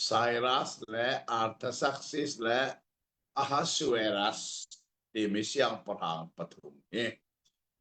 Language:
Hakha Chin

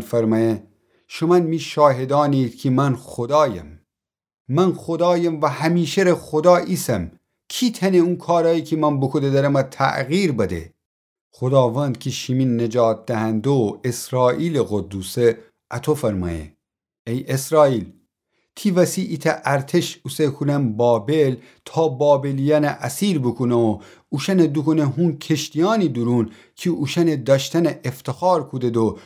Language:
Gilaki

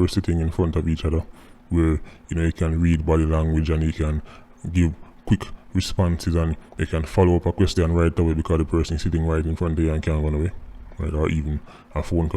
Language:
Jamaican Creole English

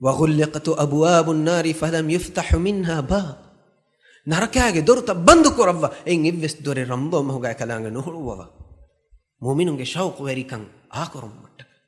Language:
Divehi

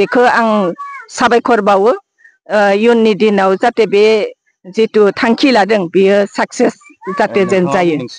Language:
Bodo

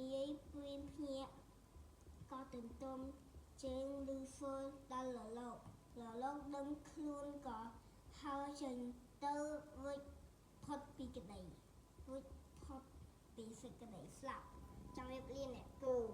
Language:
Khmer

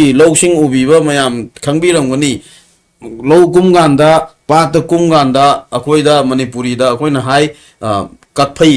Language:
Manipuri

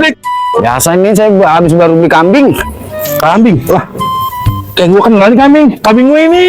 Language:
Betawi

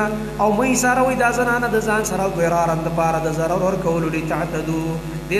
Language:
Pashto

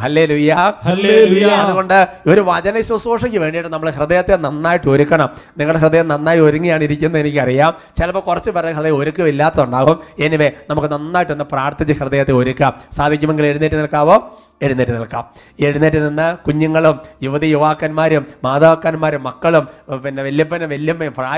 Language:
Malayalam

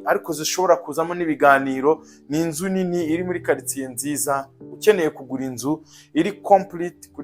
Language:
Kinyarwanda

